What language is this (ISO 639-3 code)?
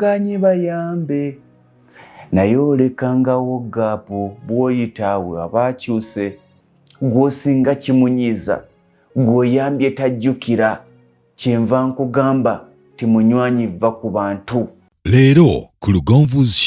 lug